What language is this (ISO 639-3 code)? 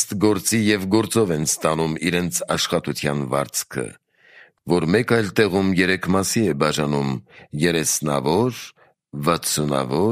hye